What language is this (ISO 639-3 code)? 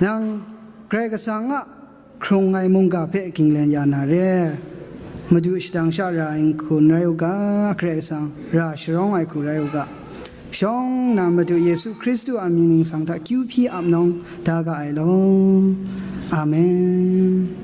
kac